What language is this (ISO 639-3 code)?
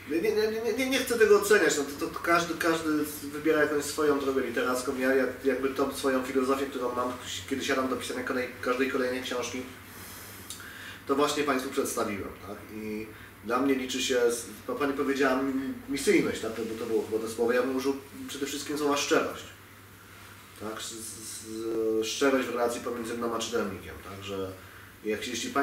pol